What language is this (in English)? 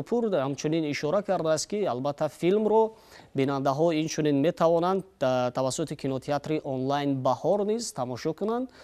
Tajik